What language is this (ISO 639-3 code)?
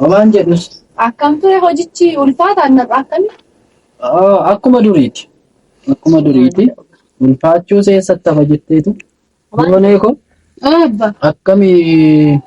orm